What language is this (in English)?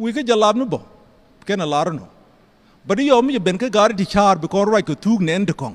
Nuer